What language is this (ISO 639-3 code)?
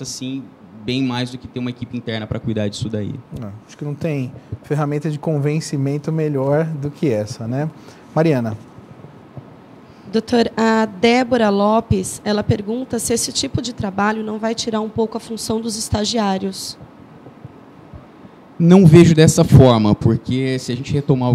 por